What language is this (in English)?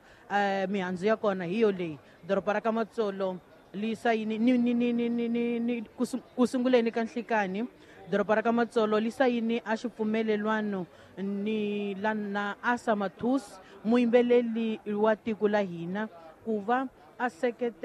Tsonga